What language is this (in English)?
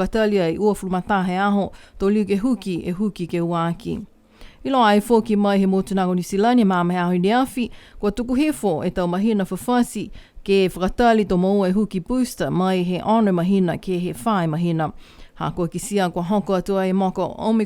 Niuean